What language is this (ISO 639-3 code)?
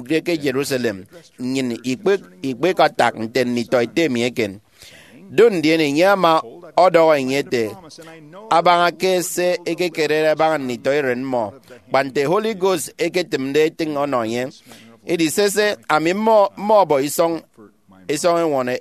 efi